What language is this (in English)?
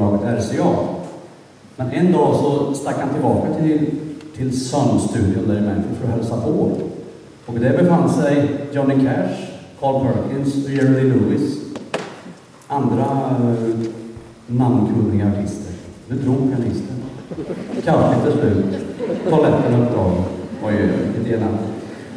Swedish